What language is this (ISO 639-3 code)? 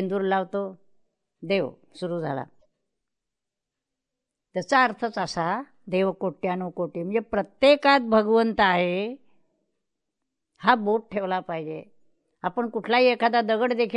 mar